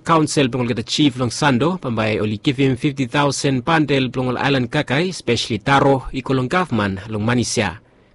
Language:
Bislama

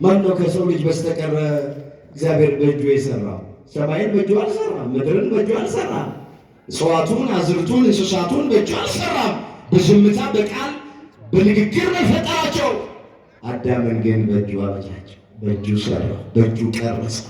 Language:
Amharic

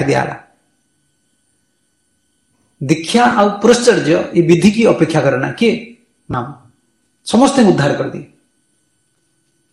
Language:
Odia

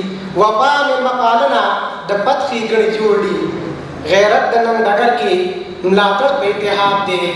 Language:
Pashto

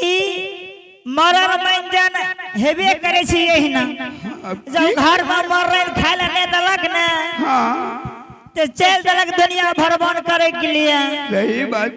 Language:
Angika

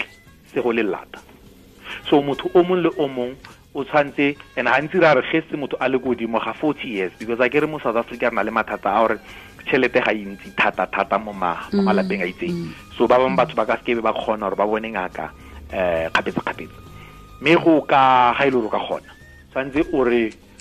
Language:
Tswana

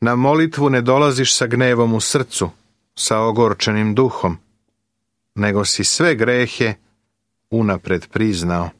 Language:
Serbian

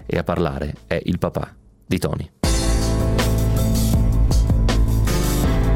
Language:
Italian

